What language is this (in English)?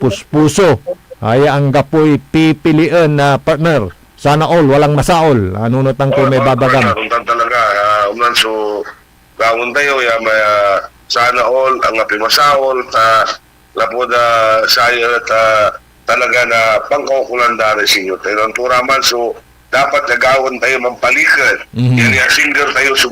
Pangasinan